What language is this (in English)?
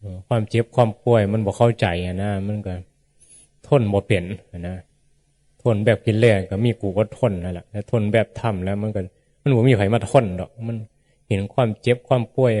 Northeastern Thai